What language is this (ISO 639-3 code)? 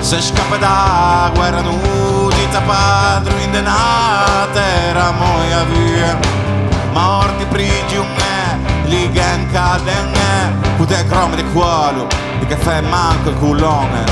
srd